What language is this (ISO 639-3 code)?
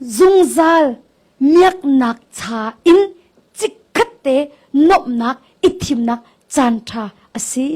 cnh